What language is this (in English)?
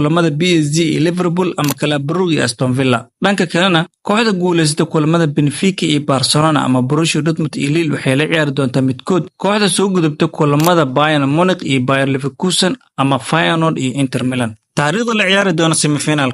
Somali